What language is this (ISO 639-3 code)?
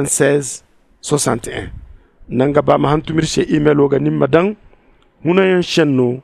dje